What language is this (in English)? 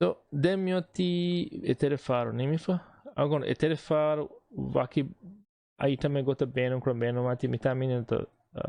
Divehi